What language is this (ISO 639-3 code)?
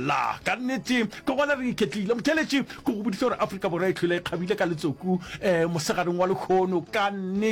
nso